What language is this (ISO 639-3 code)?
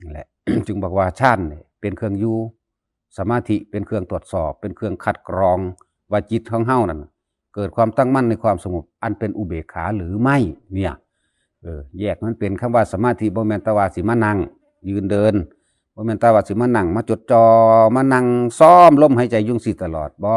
tts